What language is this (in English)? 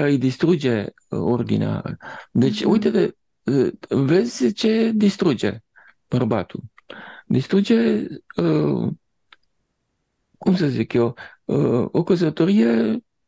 Romanian